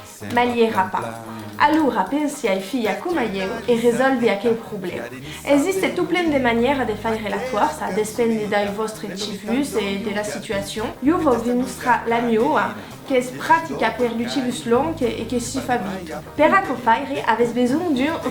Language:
Occitan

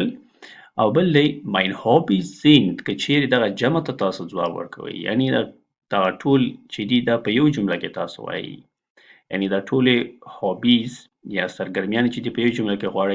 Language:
Pashto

